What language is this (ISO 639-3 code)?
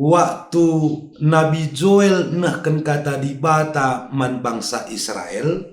btx